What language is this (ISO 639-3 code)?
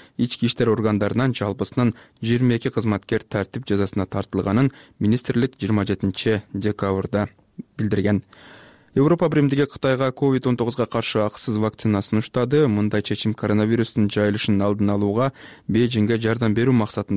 kir